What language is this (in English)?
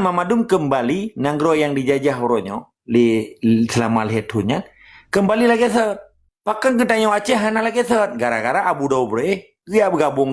Achinese